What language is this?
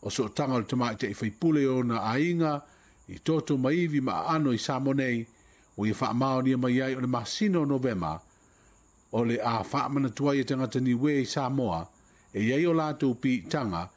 Samoan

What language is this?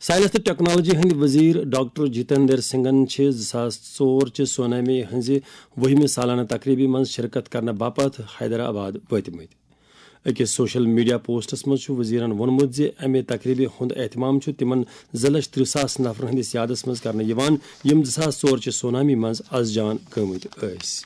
Kashmiri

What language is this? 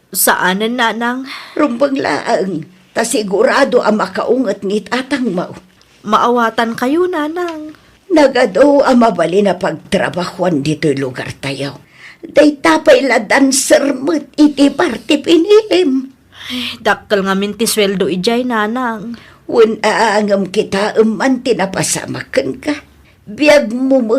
Iloko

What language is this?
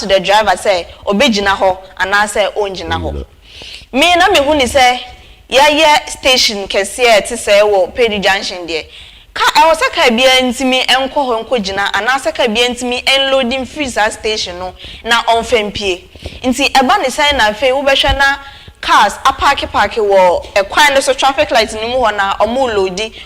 Akan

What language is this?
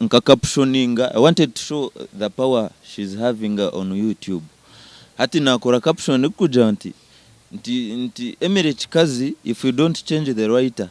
Nyankole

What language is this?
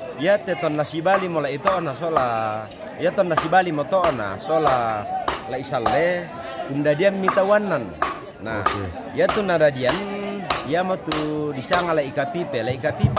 Toraja-Sa'dan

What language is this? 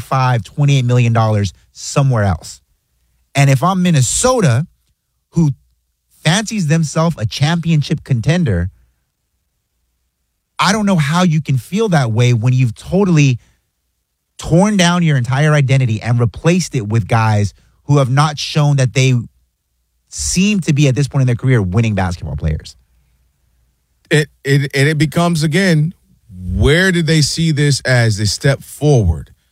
English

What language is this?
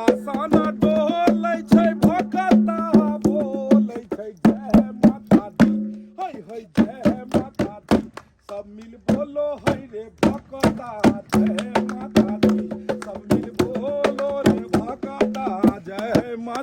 Maithili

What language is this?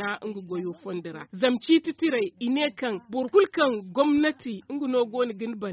Zarma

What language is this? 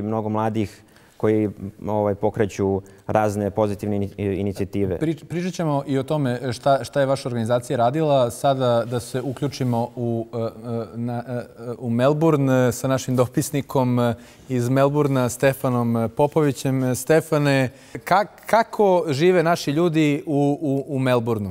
Bosnian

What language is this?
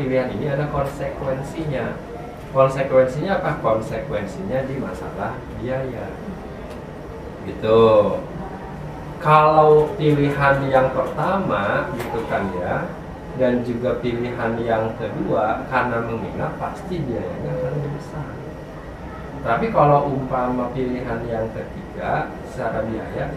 Indonesian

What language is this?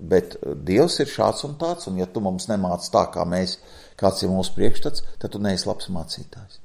Latvian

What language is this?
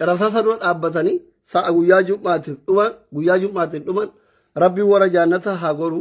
Oromo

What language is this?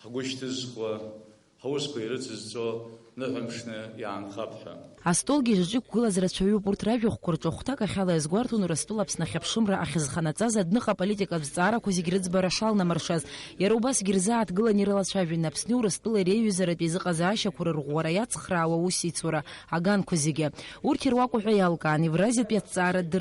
Abkhazian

